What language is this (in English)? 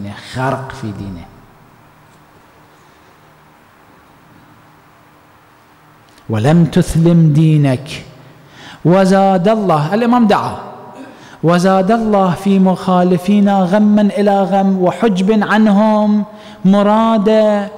Arabic